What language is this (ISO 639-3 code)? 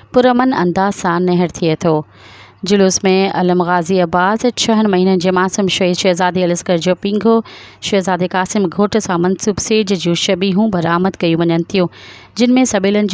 snd